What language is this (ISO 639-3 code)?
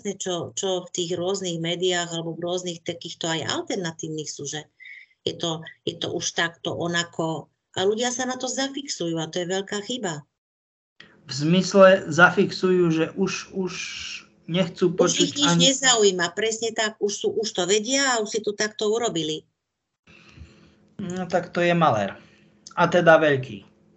slk